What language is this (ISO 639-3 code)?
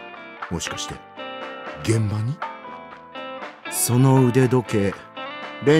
jpn